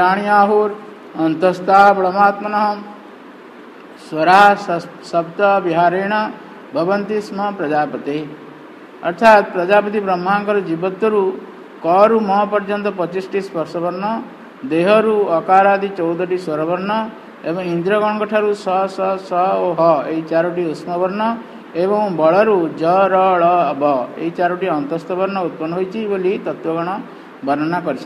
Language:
Odia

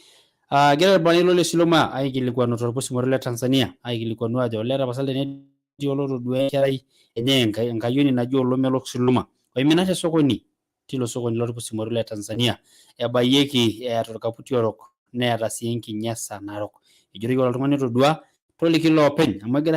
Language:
Masai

